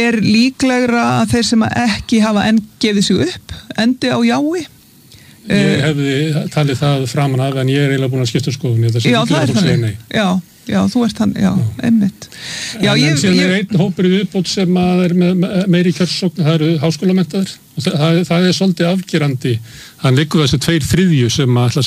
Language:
Icelandic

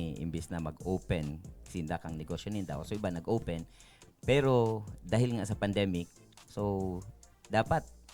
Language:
Bikol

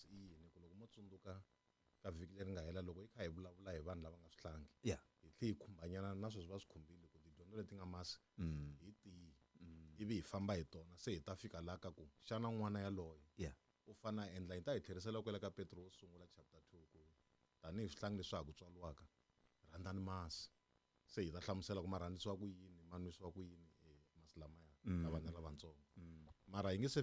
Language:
Tsonga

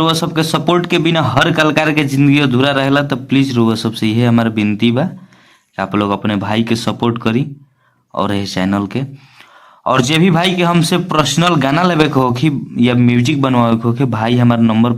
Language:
Bhojpuri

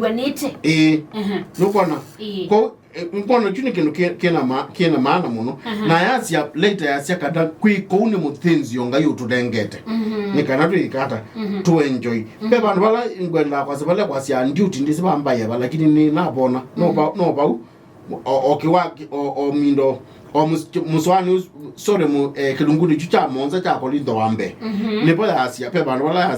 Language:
Kamba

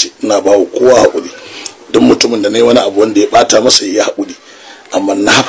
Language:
Hausa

